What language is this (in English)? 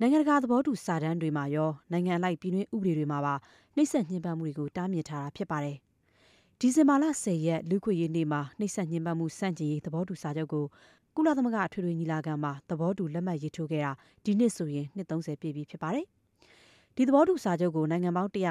Burmese